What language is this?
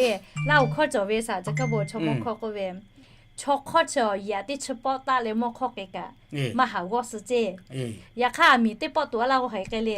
Lahu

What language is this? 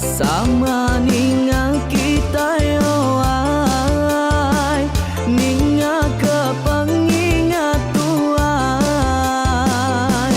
Iban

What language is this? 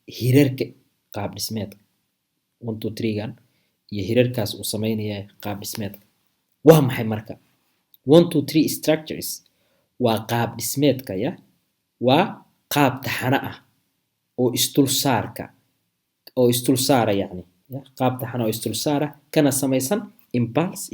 Somali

